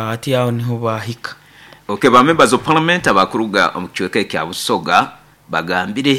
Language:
Nyoro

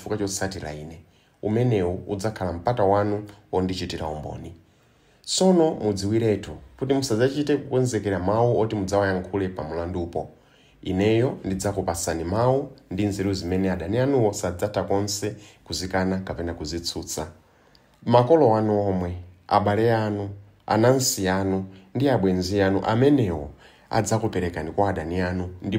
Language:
Nyanja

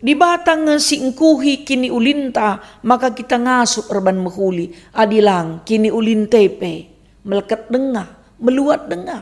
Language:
Batak Karo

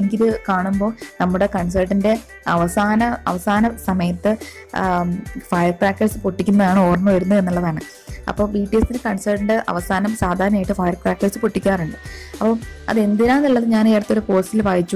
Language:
Malayalam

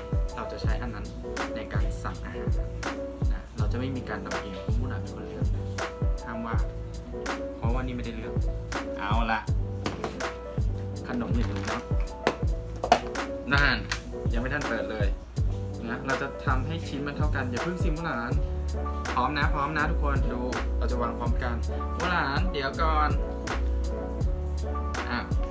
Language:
Thai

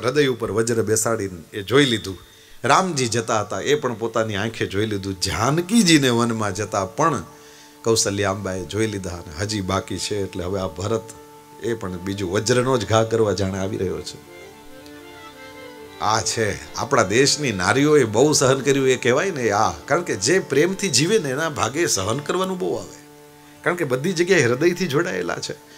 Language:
Gujarati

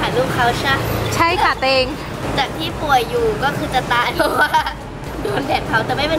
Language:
Thai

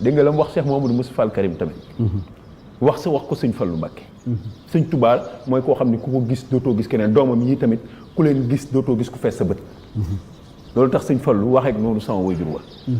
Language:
Wolof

